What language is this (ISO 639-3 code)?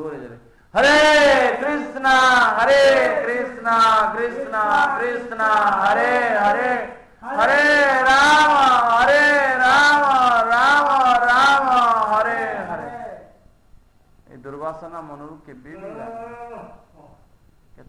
ori